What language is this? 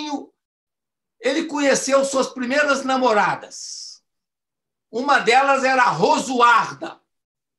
Portuguese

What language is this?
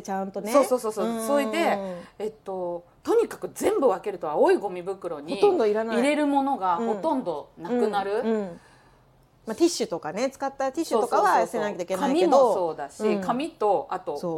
Japanese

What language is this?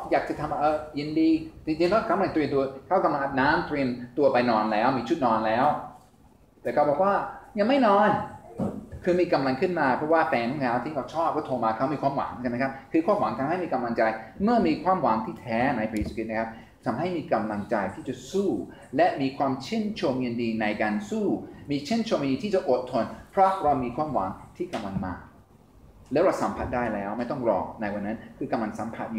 Thai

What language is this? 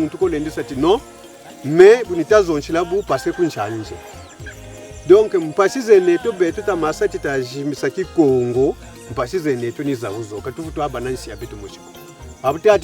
Kongo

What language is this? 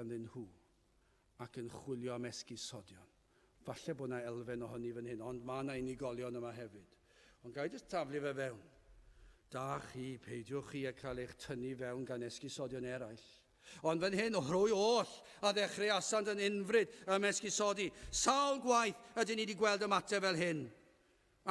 Welsh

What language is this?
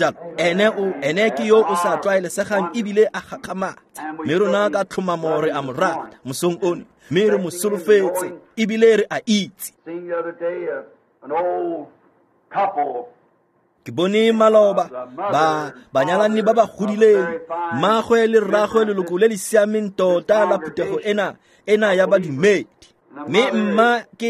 Tswana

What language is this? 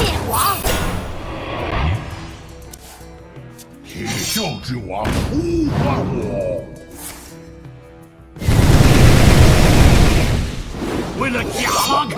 Chinese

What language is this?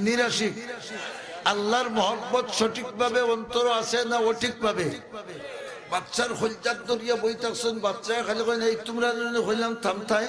Sylheti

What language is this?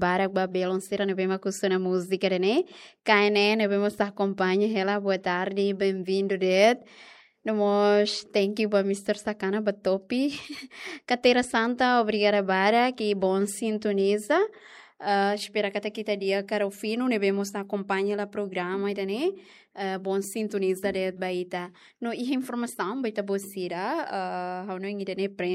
Tetum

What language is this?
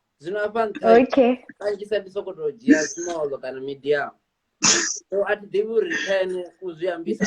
Venda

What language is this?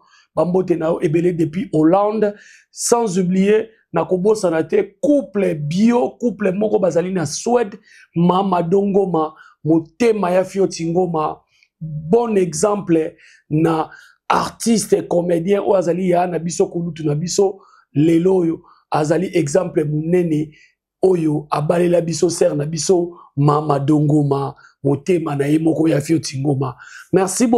Lingala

